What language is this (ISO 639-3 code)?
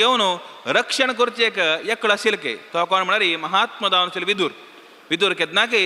kok